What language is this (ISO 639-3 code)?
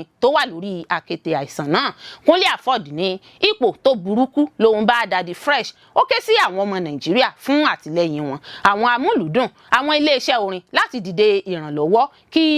yor